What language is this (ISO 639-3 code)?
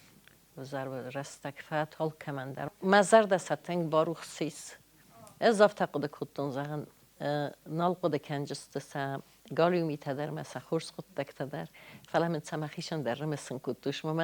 oss